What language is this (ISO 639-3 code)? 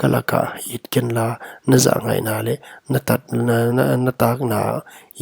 pck